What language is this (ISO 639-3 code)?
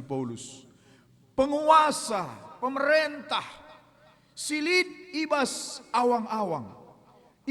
btx